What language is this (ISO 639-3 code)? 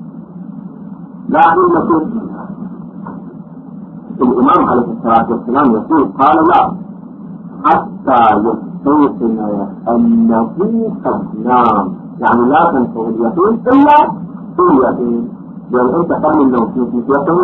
ara